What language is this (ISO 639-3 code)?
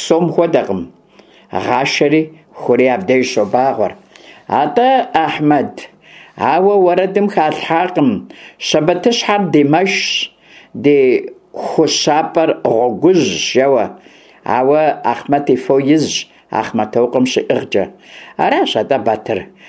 kbd